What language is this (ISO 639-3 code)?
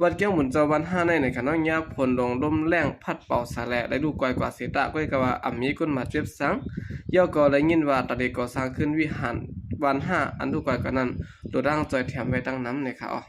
shn